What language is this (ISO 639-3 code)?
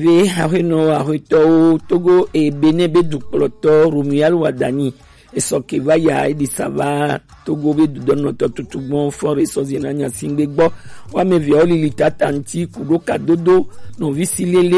gej